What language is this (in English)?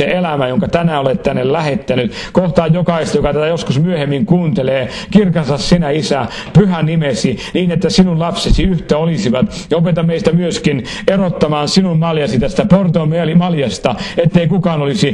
Finnish